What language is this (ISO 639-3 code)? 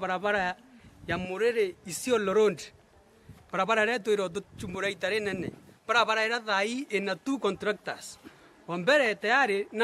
mer